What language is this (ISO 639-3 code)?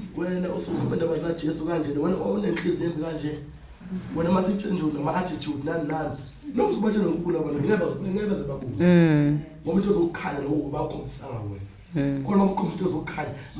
zul